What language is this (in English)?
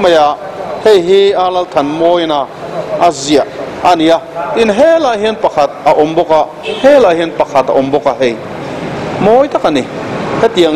Mizo